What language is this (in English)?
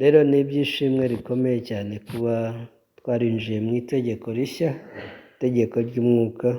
Kinyarwanda